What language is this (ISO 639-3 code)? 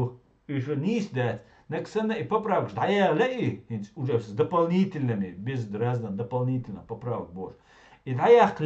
che